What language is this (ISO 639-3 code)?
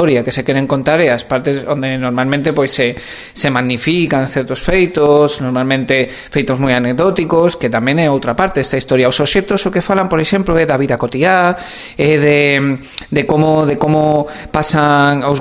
glg